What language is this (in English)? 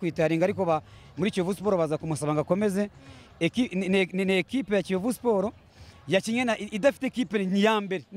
Kinyarwanda